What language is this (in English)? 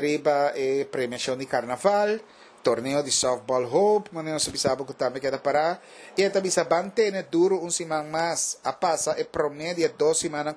Papiamento